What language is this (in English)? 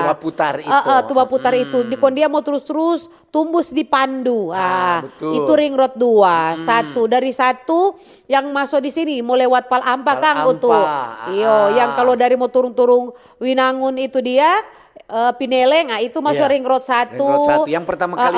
Manado Malay